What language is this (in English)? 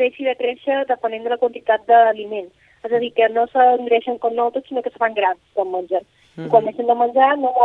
Catalan